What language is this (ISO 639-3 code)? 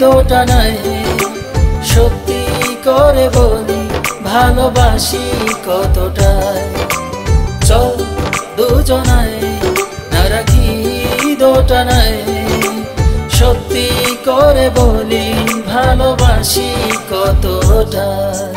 ben